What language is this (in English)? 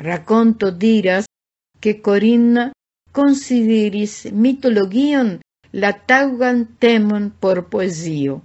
Esperanto